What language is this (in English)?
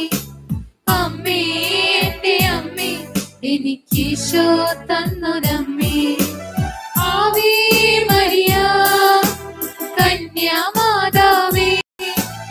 Malayalam